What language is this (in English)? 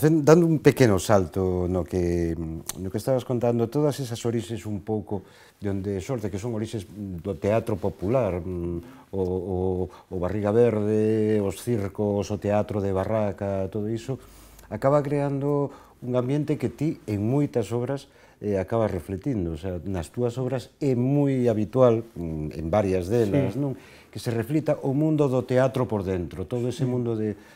Galician